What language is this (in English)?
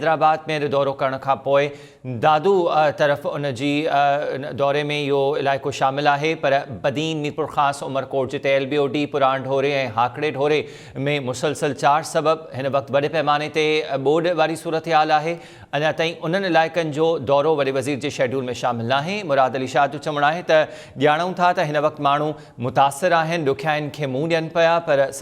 Sindhi